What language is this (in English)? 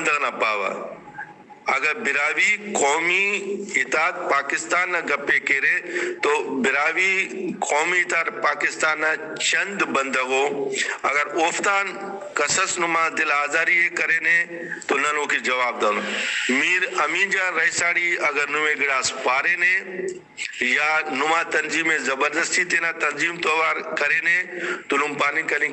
Brahui